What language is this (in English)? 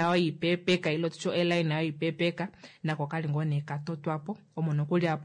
Kuanyama